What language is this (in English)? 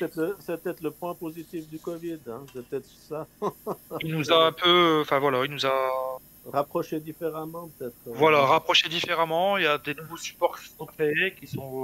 French